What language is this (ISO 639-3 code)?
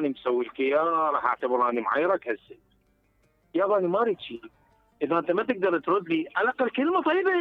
acm